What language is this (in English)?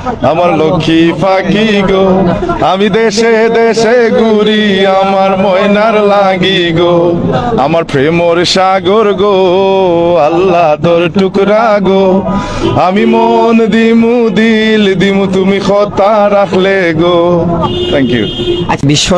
Sylheti